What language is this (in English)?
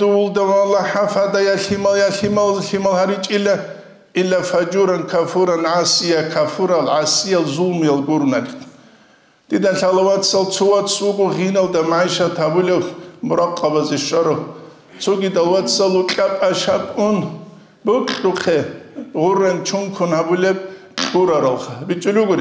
Avaric